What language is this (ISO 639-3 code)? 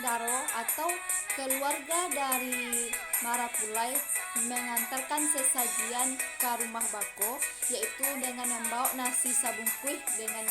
min